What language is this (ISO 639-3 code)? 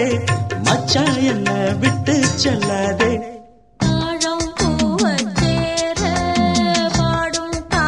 tam